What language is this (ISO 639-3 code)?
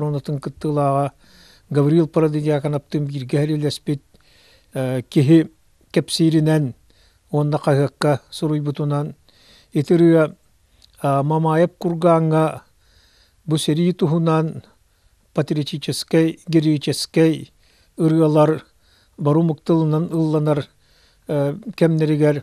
sah